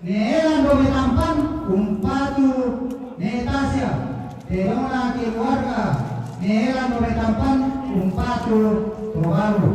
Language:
Toraja-Sa'dan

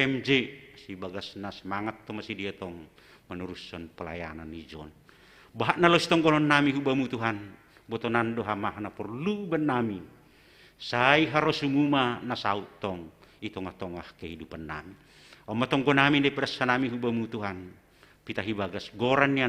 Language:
Batak Simalungun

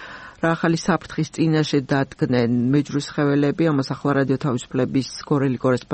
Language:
Georgian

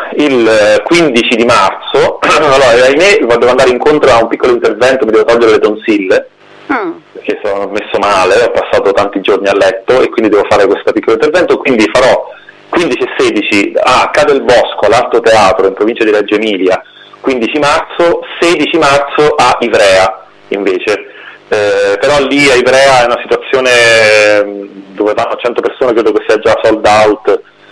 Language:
Italian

